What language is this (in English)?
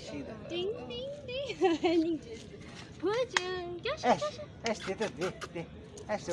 Tibetan